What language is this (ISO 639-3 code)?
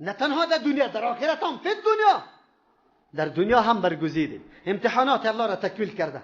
fas